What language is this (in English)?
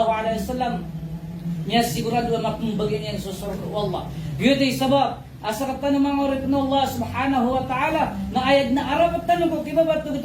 Maranao